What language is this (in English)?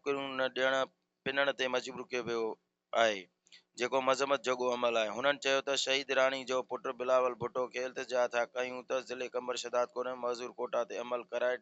Sindhi